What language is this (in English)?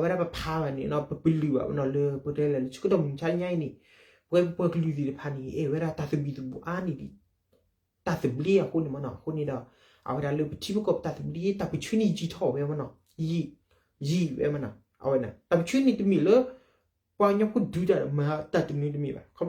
S'gaw Karen